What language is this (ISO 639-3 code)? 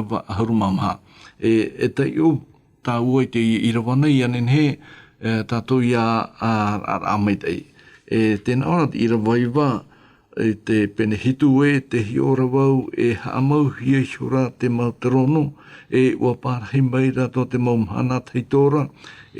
tah